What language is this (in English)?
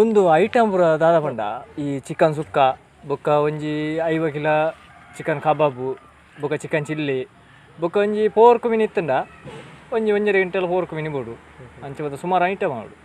Tulu